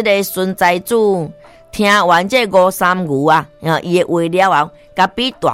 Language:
Min Nan Chinese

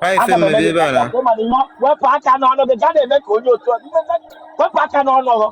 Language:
Igbo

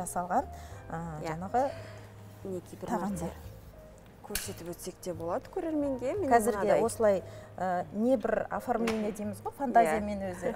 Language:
Kazakh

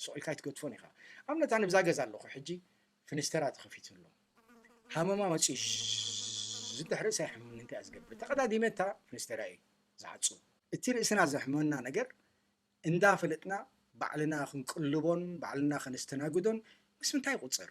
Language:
Tigrinya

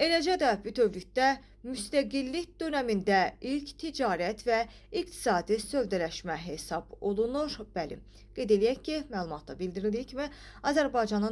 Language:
Azerbaijani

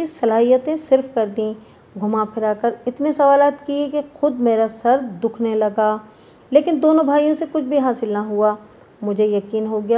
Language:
Urdu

